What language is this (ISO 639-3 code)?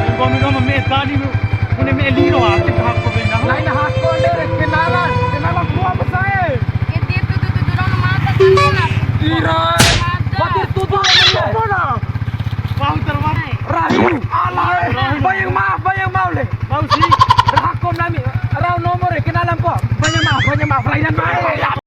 bhp